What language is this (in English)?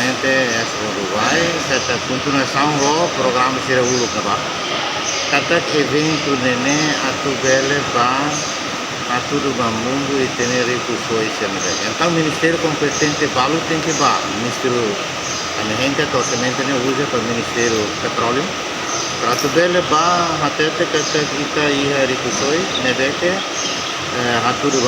Tetum